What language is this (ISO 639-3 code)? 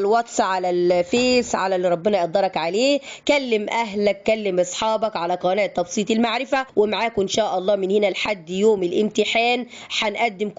arz